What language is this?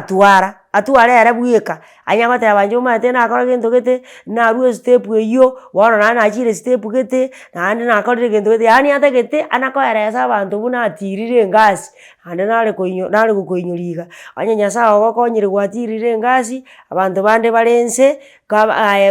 Gusii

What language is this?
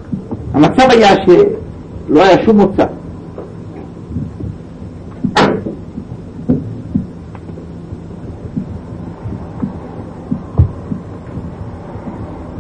Hebrew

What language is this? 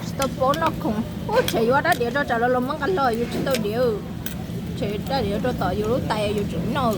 Hmong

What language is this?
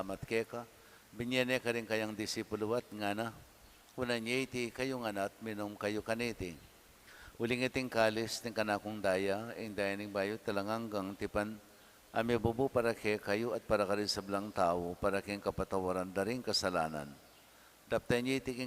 Pampanga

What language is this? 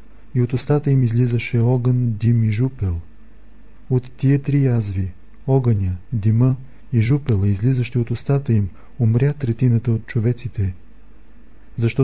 Bulgarian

